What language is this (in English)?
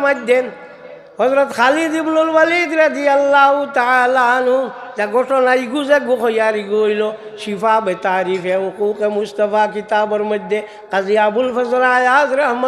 Sylheti